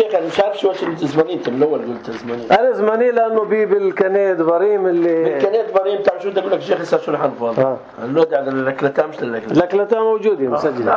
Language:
North Levantine Arabic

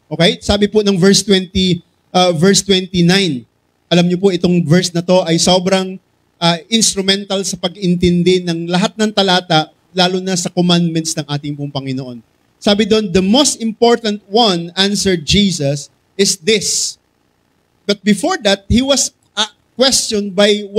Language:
Filipino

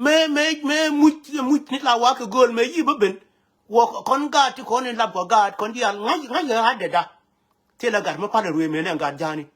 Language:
Nuer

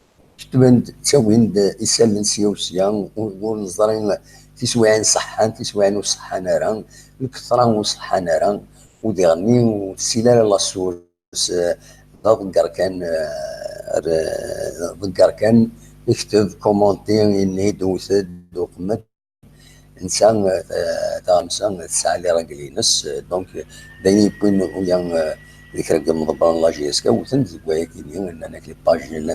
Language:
Kabyle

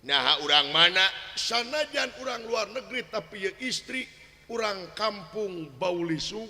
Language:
Sundanese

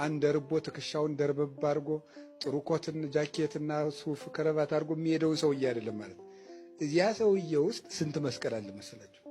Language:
Amharic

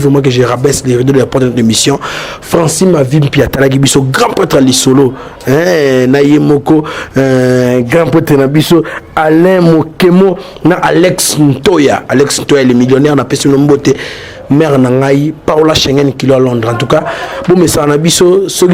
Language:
Lingala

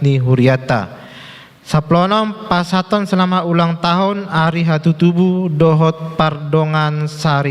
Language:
Batak Toba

